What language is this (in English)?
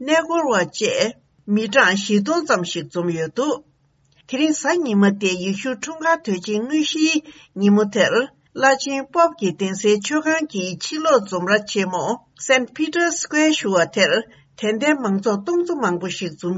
Tibetan